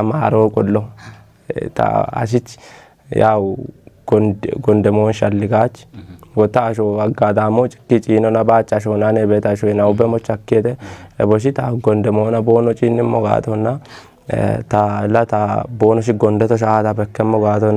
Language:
Kafa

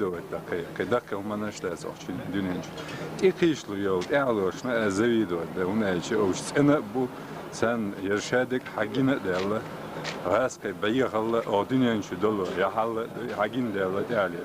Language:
Chechen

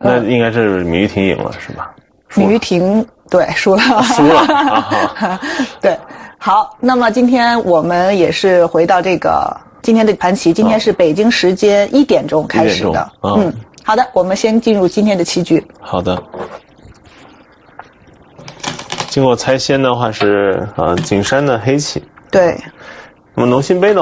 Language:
Chinese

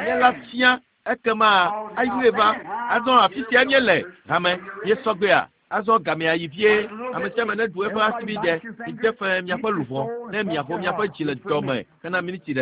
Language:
Ewe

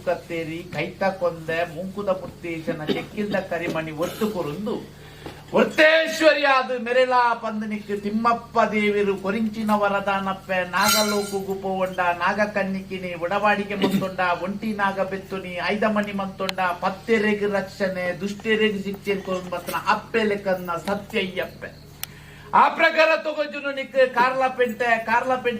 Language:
Tulu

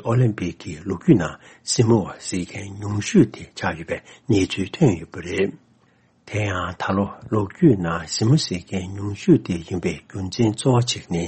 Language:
Tibetan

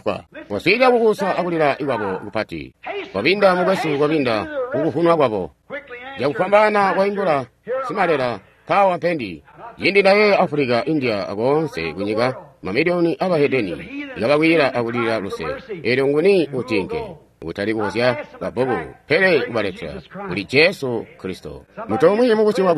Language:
Tonga (Zambia)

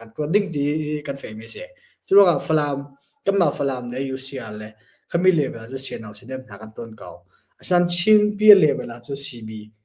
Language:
Hakha Chin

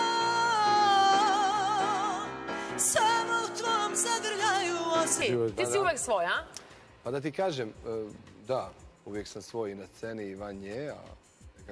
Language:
Serbian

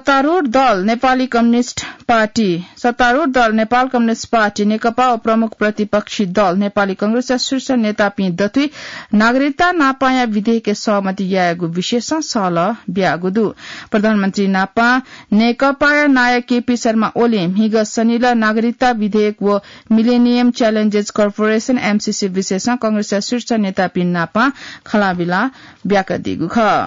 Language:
Newari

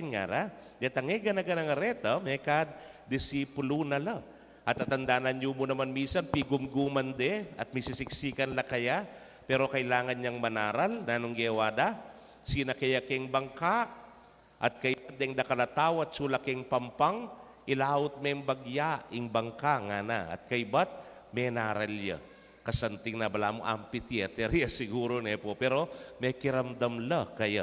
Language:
Pampanga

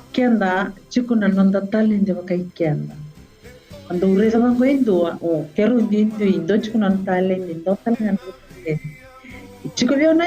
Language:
Fijian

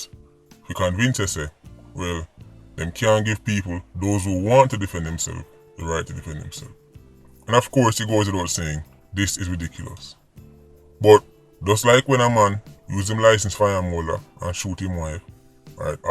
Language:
Jamaican Creole English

